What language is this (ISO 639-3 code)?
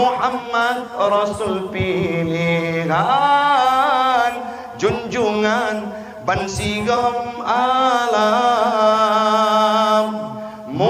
ace